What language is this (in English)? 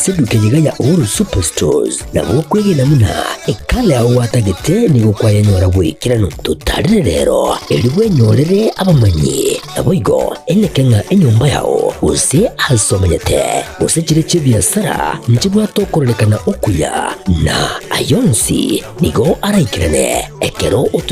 Gusii